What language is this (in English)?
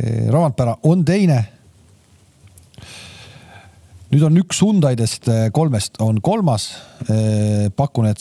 Estonian